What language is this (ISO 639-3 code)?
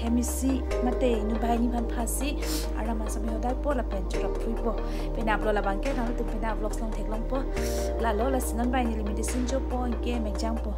mjw